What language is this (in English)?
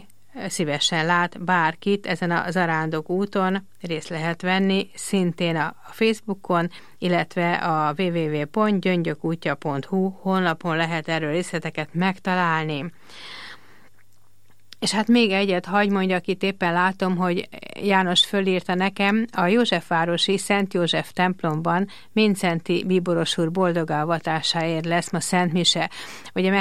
Hungarian